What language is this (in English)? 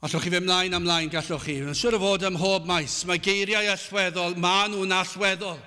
Welsh